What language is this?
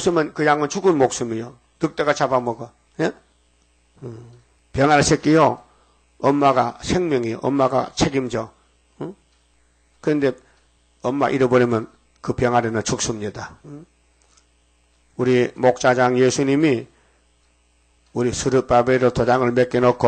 Korean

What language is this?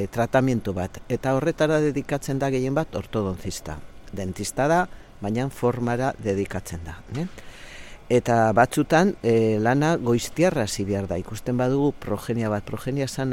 Basque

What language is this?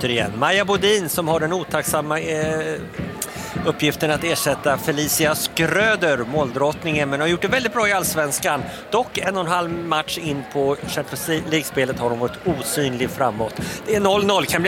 Swedish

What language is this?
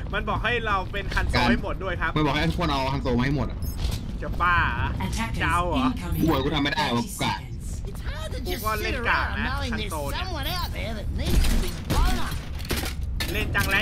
Thai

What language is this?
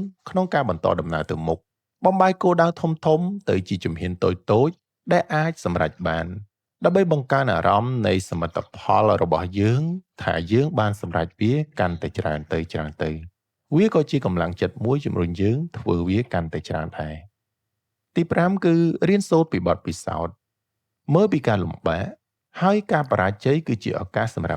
Khmer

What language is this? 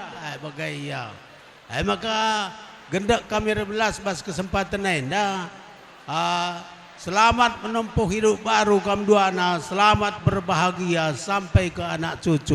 Batak Karo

